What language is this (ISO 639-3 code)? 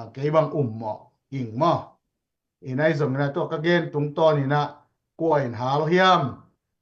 ctd